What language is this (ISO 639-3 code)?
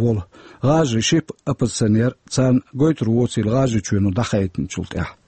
che